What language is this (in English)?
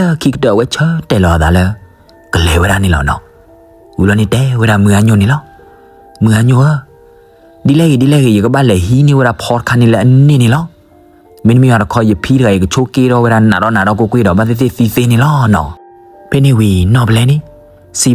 S'gaw Karen